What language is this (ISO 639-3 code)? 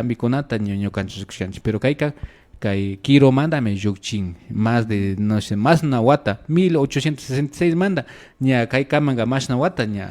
qvi